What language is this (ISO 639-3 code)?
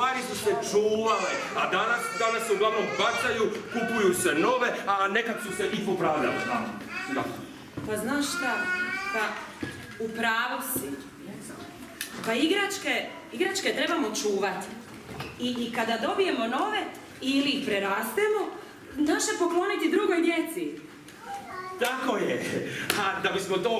hrv